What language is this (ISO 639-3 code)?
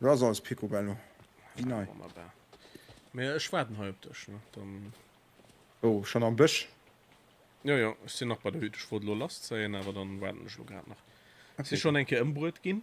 ltz